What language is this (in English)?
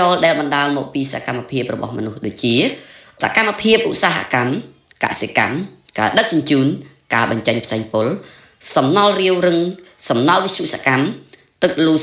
Khmer